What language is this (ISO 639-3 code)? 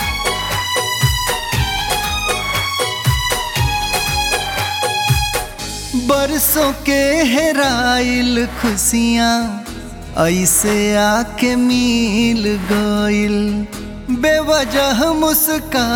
bho